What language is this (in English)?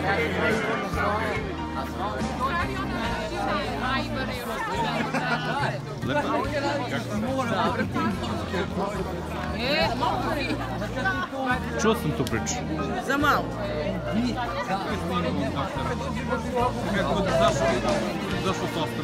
Serbian